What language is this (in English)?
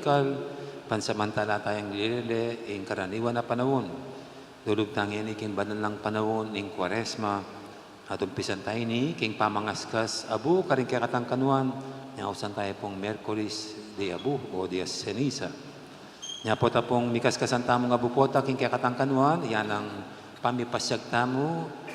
Pampanga